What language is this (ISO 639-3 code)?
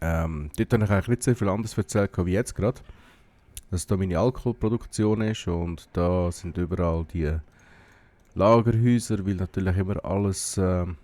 gsw